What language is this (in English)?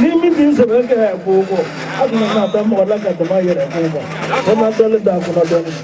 Bambara